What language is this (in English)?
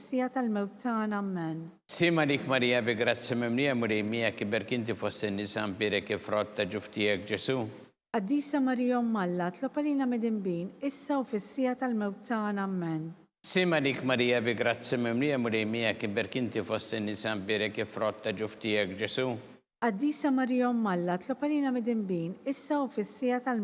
Maltese